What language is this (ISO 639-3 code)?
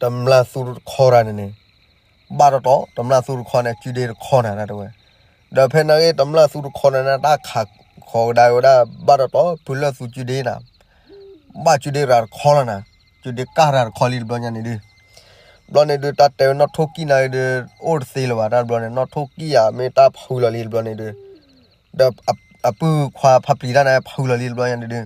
ksw